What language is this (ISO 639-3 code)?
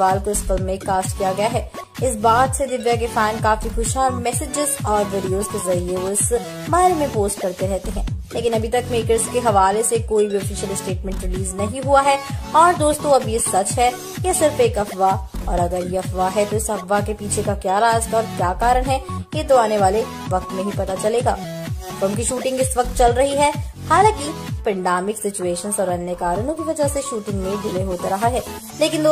hin